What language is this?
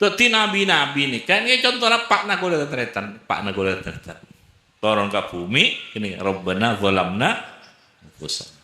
Madurese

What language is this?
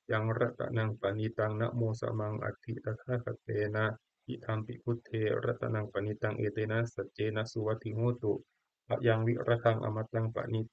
Pali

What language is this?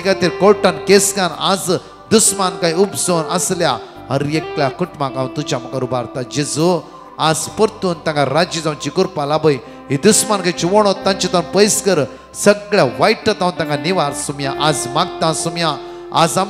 Konkani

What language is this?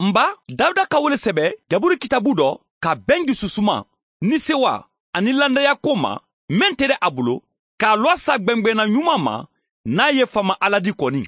Mandingo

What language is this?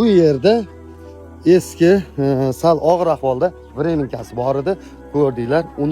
Uzbek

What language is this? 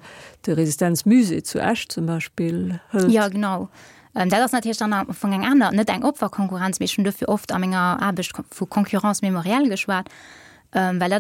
Luxembourgish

